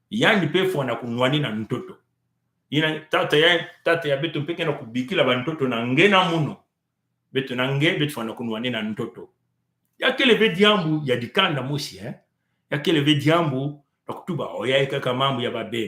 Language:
Kituba (Congo)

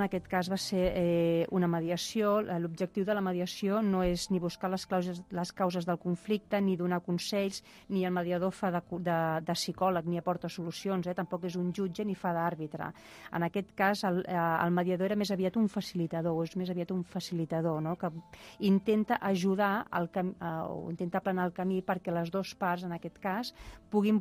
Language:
Catalan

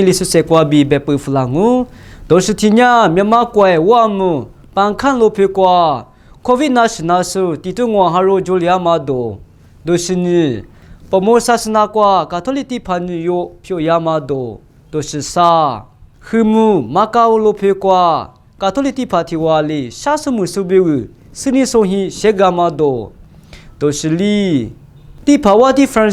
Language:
Lisu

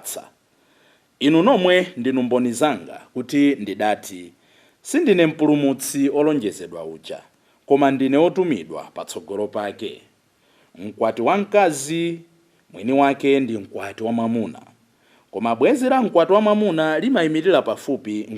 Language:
Nyanja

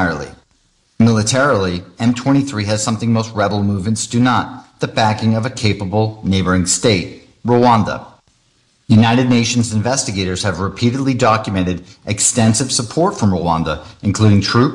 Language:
English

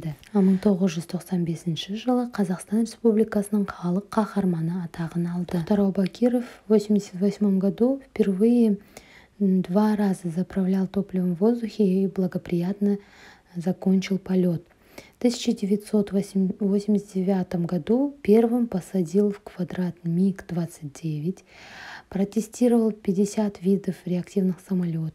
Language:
Kazakh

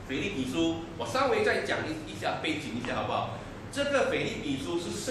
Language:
Chinese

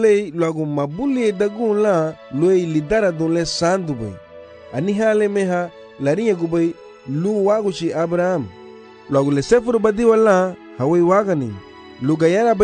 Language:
Garifuna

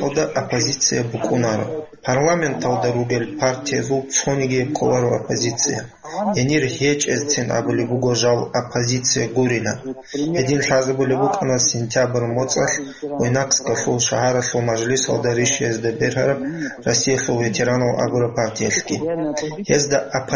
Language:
Avaric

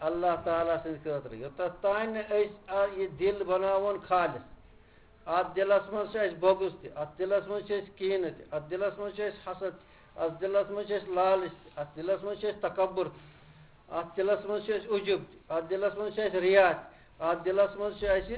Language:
Kashmiri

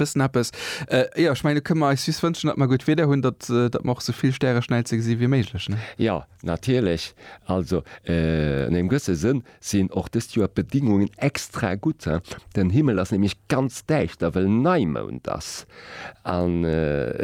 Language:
Luxembourgish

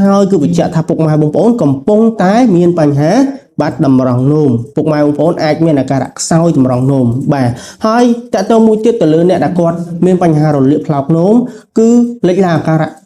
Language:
Khmer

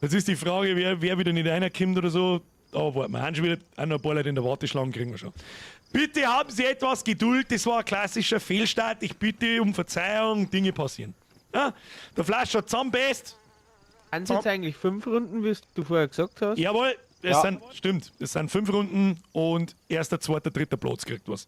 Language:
Bavarian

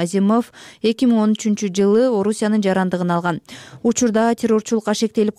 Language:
Kyrgyz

